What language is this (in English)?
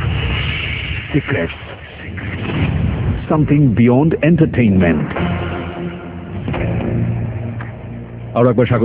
Bangla